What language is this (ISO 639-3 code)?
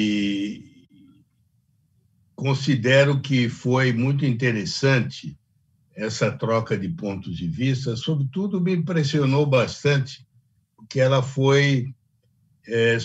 por